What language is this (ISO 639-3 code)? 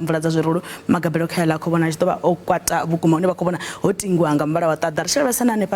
ven